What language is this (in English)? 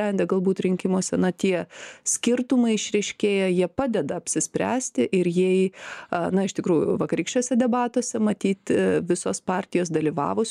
Lithuanian